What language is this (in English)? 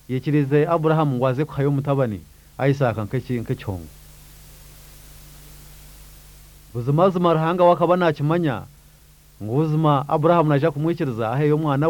Kinyarwanda